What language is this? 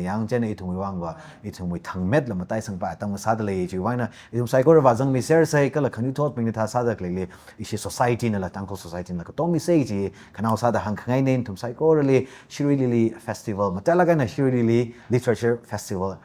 Tangkhul Naga (India)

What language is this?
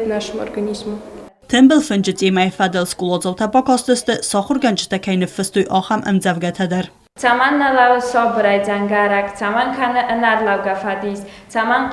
Ossetic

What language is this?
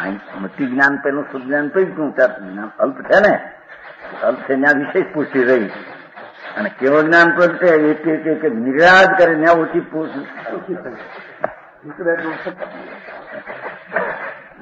Gujarati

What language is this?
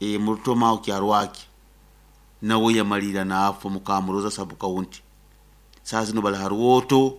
Nyoro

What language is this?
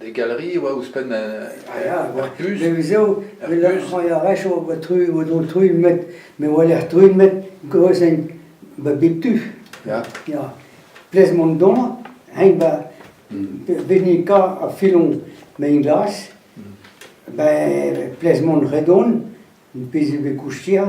Breton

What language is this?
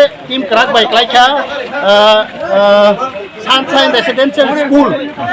Kok Borok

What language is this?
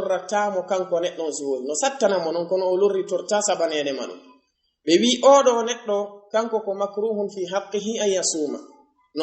Fula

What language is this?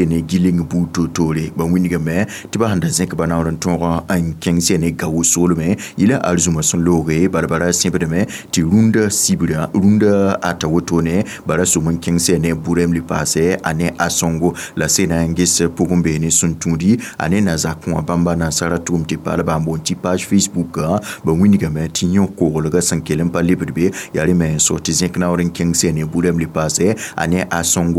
Mossi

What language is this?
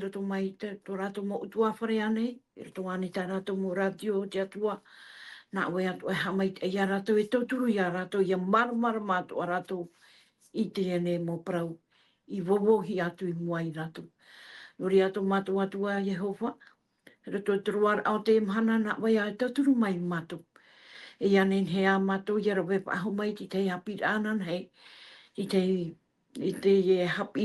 Tahitian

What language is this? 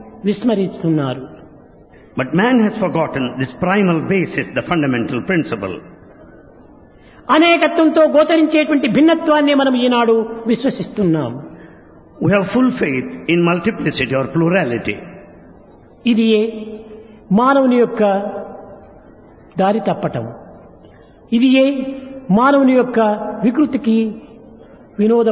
Telugu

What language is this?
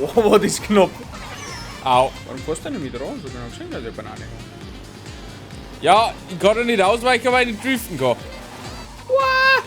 Bavarian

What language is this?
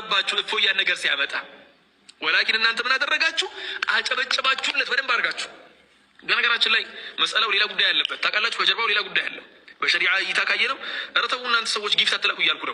Amharic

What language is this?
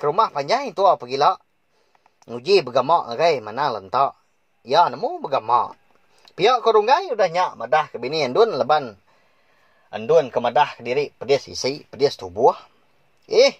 Iban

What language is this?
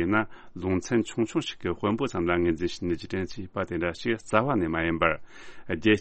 Tibetan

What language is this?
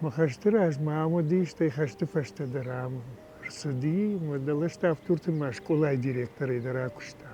Ossetic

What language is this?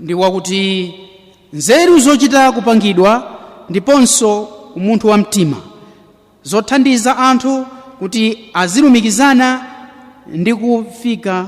Nyanja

